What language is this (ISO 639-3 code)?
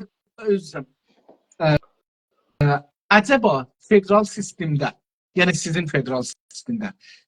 azb